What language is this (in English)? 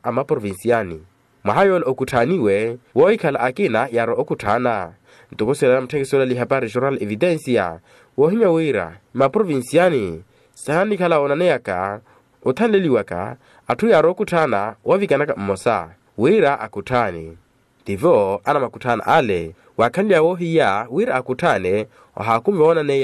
Makhuwa